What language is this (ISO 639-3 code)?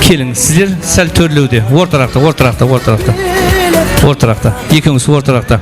kaa